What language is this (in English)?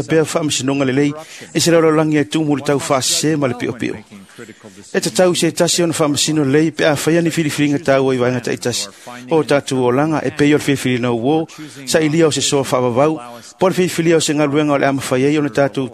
Samoan